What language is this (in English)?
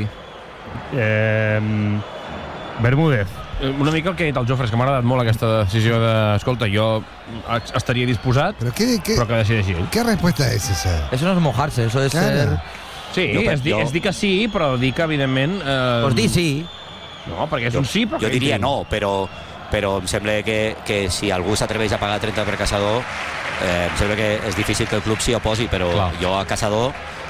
Catalan